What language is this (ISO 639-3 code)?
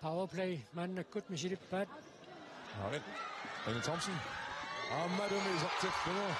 kal